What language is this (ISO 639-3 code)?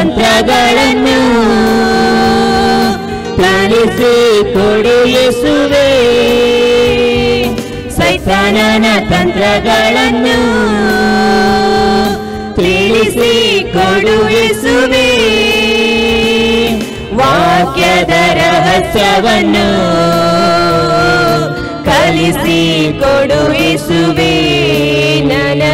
kan